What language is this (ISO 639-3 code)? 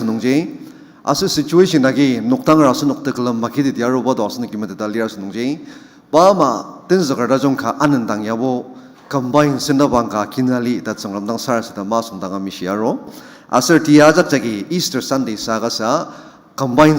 njo